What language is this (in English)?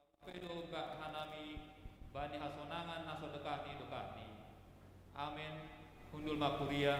Batak Simalungun